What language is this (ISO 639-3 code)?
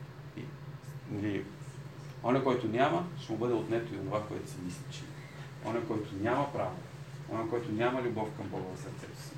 bul